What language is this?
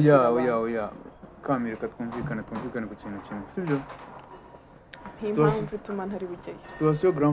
Kinyarwanda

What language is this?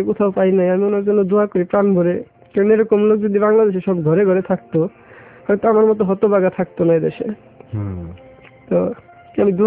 Bangla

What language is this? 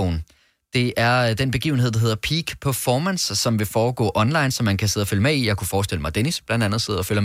Danish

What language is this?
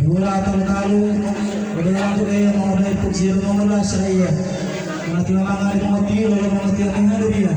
Gorontalo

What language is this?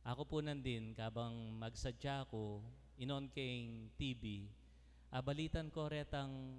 Pampanga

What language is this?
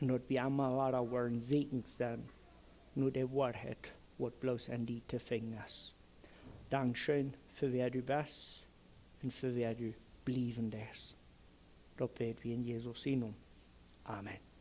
Plautdietsch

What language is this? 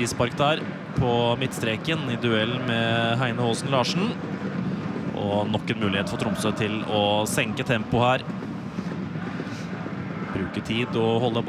Norwegian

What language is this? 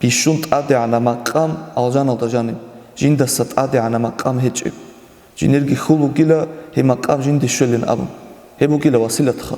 Avaric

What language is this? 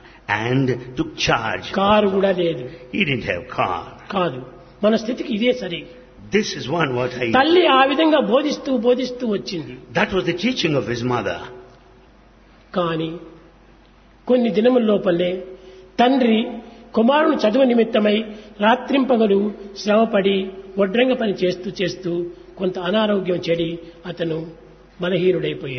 Telugu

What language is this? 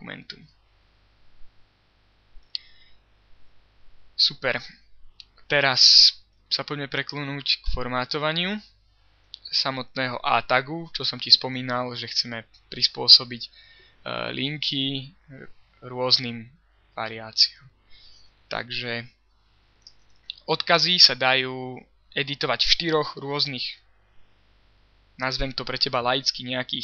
Slovak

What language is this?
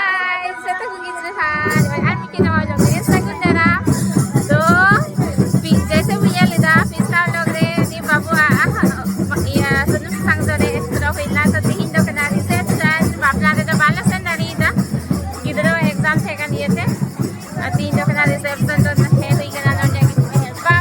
Santali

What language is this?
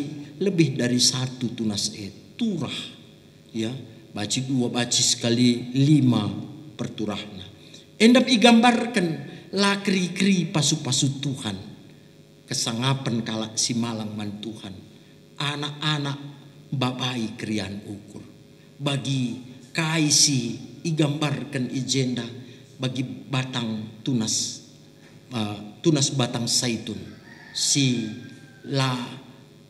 Batak Karo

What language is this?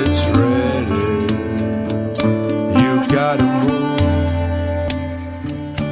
French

